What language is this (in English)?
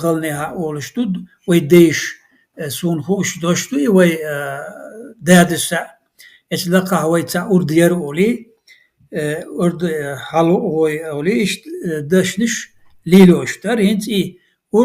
Chechen